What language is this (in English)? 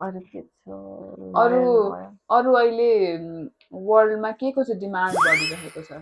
Nepali